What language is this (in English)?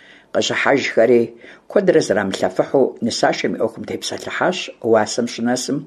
Kabardian